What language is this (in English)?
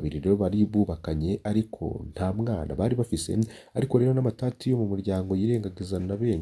Rundi